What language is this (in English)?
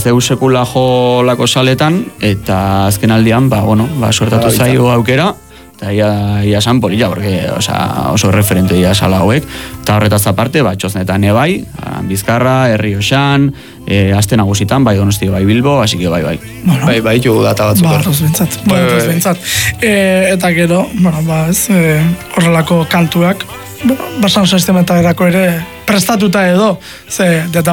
Basque